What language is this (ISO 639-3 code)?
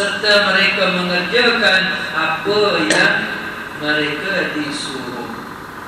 msa